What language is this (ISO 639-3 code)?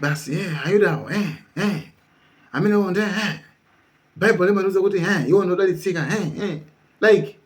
nya